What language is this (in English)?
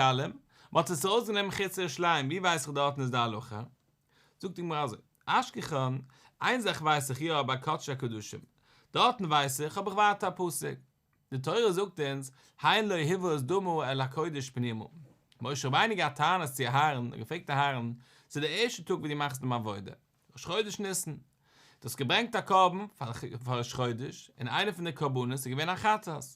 Yiddish